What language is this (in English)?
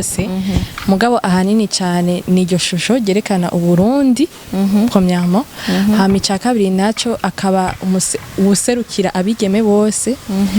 Rundi